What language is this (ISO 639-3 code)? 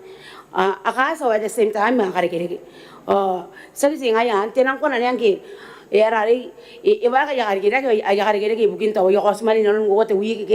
gil